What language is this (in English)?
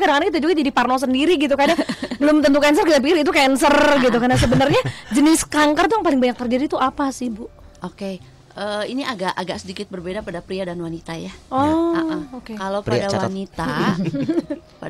Indonesian